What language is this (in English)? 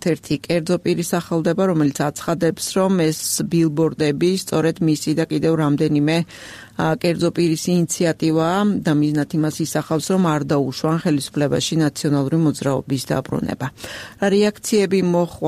Georgian